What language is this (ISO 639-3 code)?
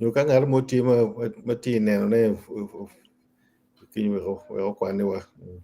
ach